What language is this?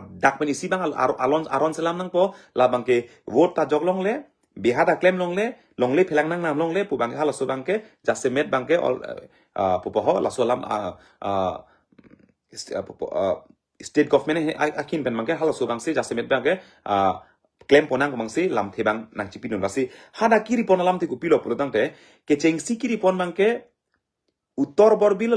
Karbi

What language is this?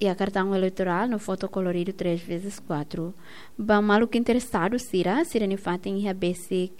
Tetum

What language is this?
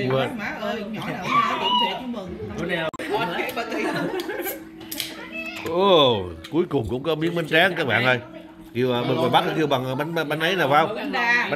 Vietnamese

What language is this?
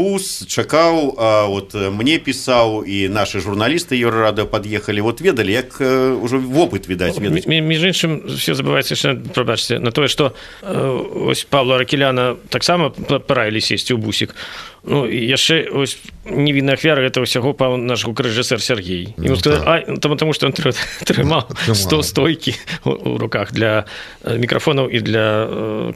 Belarusian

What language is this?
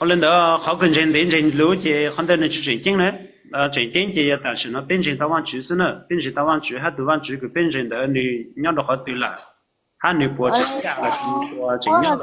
Hmong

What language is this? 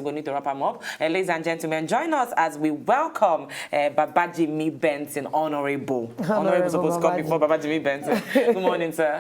Nigerian Pidgin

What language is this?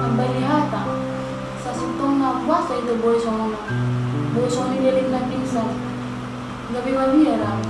Batak Toba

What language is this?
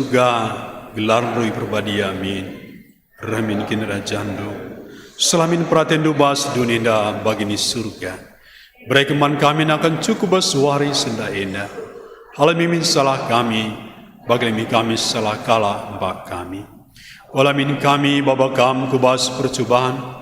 Batak Karo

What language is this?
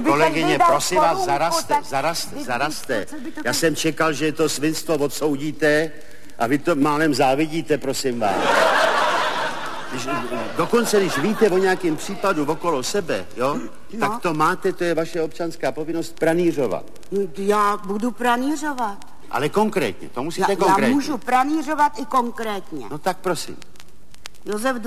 Czech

